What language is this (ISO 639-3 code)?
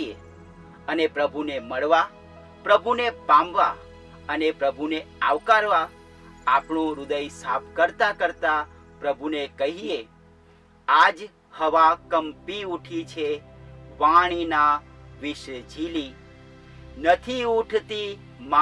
guj